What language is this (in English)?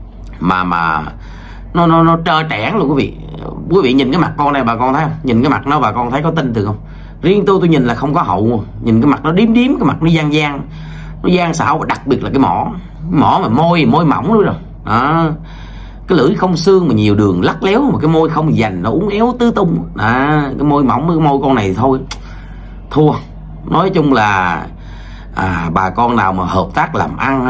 Vietnamese